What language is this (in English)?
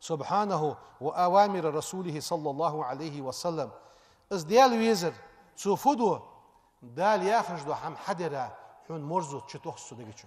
Ingush